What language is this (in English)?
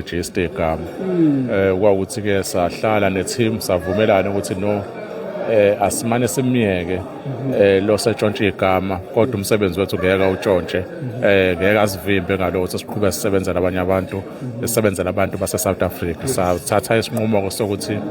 Zulu